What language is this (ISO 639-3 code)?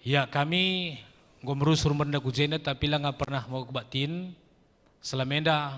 btx